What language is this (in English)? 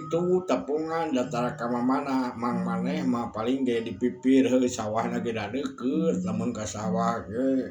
Sundanese